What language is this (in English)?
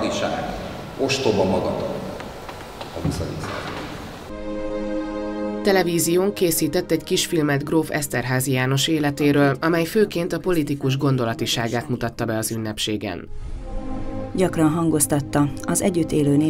Hungarian